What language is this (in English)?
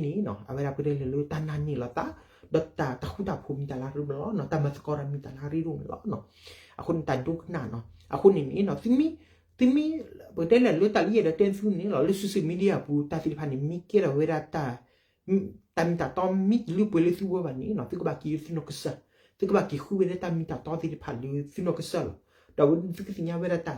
S'gaw Karen